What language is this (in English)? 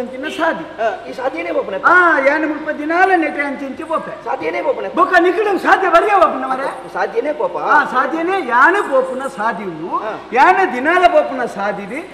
Tulu